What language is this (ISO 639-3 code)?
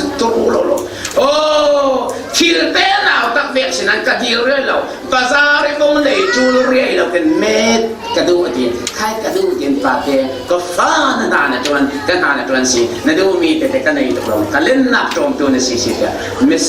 cfm